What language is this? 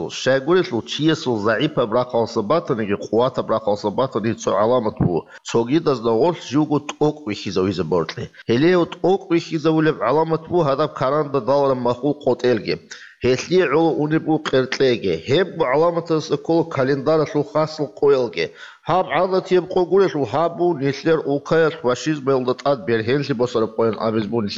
Avaric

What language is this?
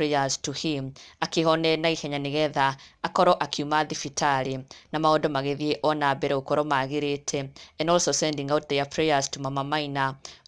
Kikuyu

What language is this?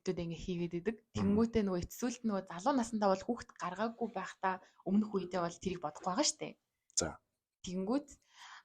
Mongolian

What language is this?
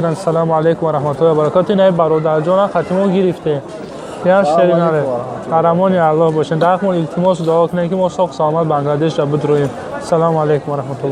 Tajik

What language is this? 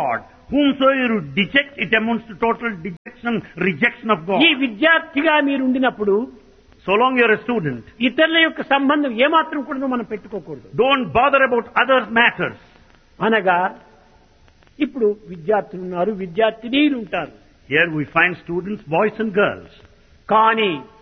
Telugu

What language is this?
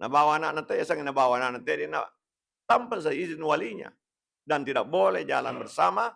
Buginese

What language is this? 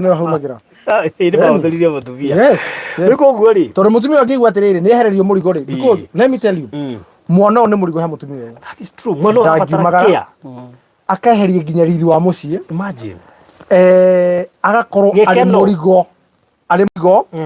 Kikuyu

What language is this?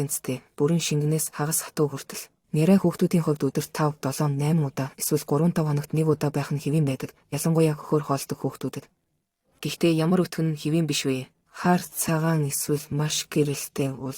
Mongolian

